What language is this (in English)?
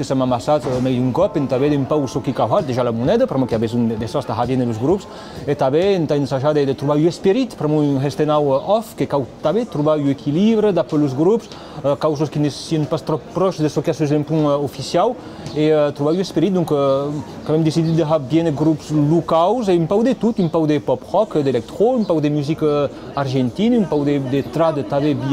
Occitan